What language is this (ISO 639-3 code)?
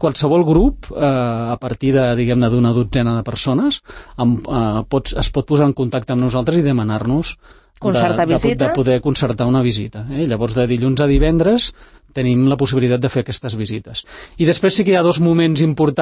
cat